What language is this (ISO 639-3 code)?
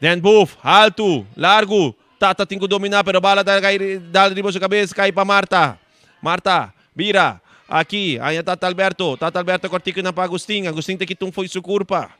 pap